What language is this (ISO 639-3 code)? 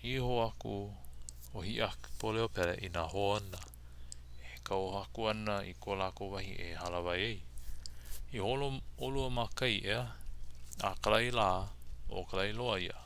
haw